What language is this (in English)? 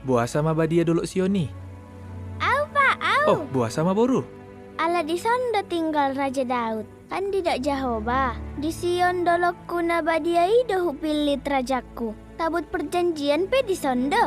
Batak Toba